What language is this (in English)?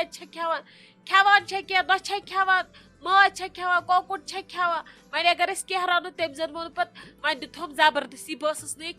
Kashmiri